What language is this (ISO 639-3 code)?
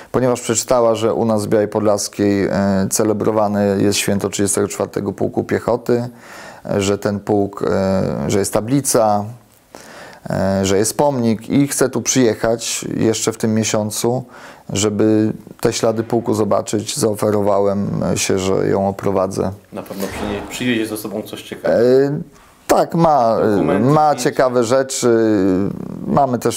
pol